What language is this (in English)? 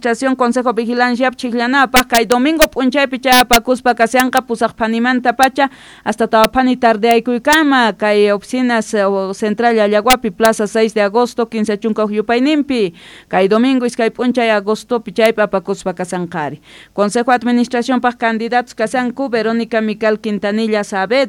Quechua